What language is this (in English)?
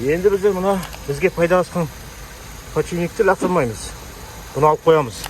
Kazakh